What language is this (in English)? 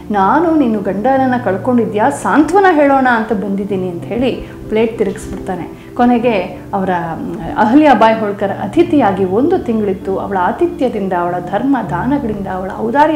Kannada